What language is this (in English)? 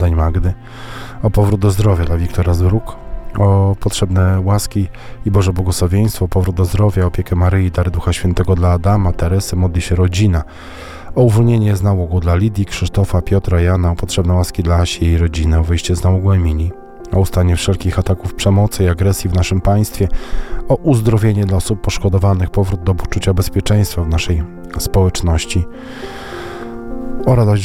Polish